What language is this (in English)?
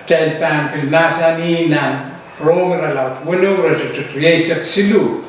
Pohnpeian